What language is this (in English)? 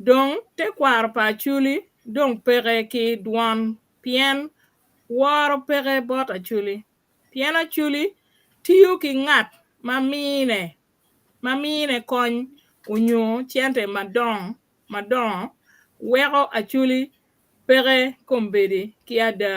Acoli